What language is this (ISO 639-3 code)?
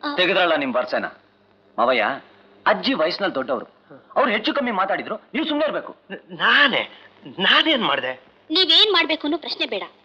kan